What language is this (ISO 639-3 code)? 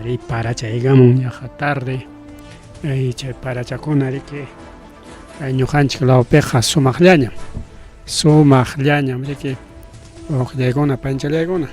quy